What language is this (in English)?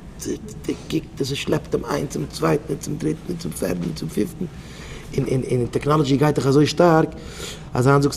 Yiddish